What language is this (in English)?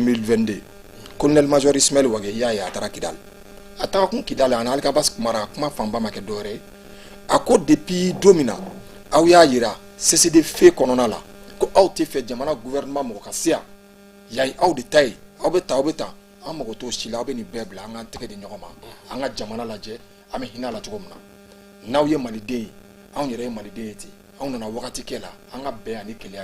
Bambara